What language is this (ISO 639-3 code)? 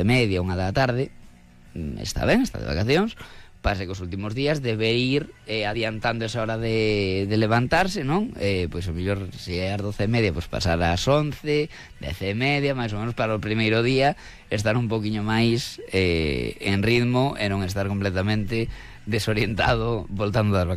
glg